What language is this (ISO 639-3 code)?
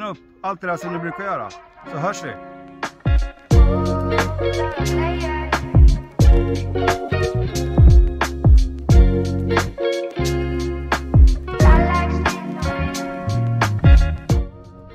swe